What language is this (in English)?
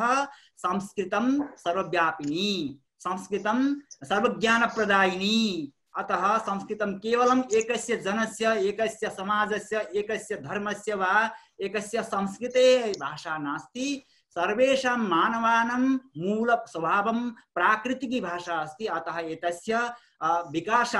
Sanskrit